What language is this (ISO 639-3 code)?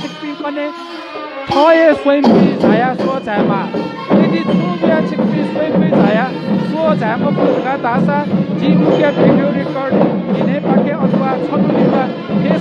new